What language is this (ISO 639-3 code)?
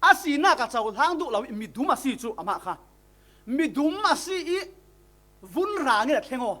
cfm